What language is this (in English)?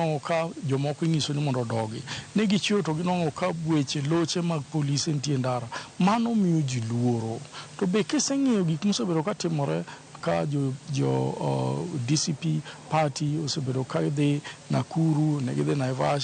Luo (Kenya and Tanzania)